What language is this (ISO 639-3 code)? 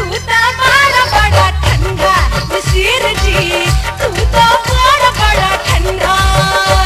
bho